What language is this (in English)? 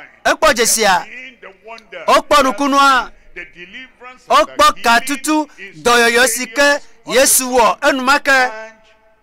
Ewe